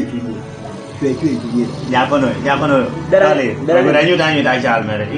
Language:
Kumam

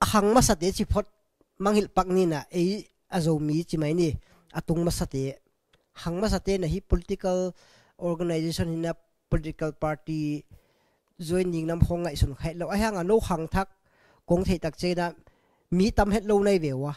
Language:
Tedim Chin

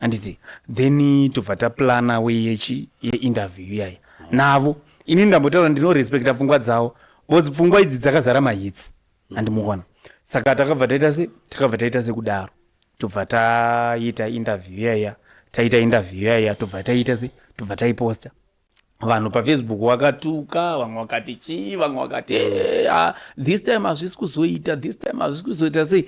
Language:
Shona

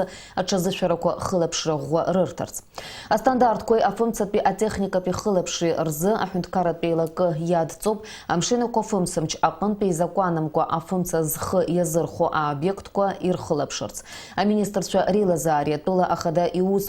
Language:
Abkhazian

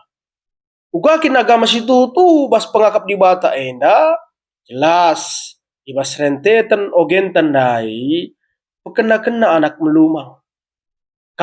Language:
Batak Karo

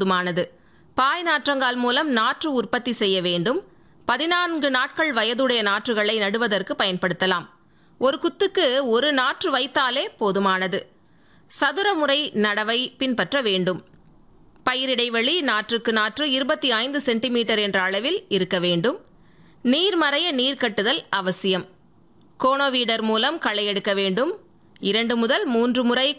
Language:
Tamil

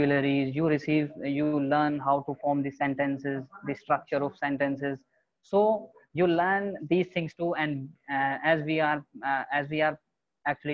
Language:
English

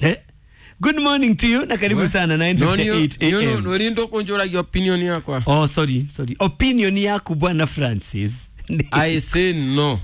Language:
Kikuyu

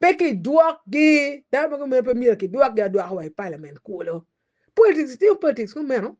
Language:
Acoli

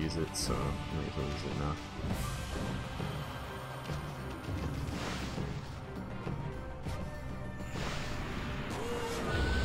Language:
English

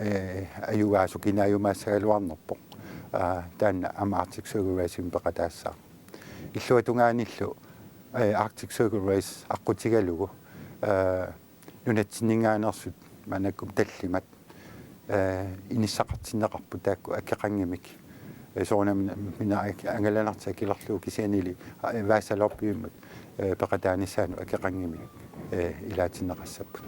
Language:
Kalaallisut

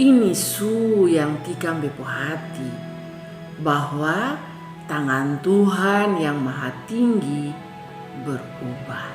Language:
Kupang Malay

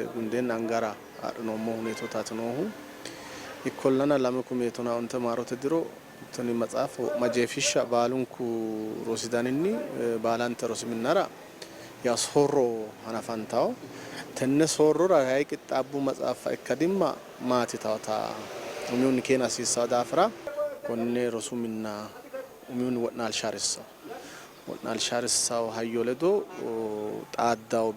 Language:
Sidamo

